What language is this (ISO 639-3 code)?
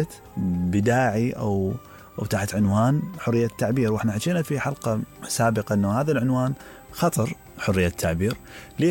acm